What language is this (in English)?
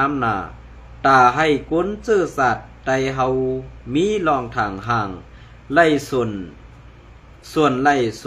Shan